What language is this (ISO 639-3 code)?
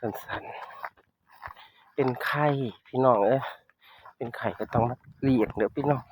tts